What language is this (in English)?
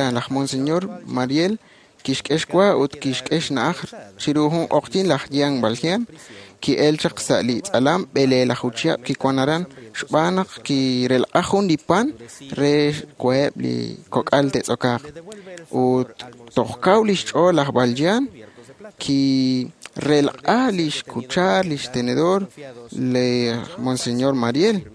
Kekchí